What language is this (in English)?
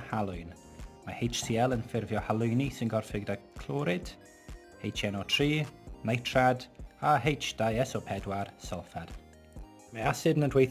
Welsh